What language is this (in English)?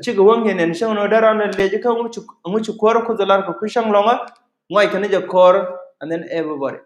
Nuer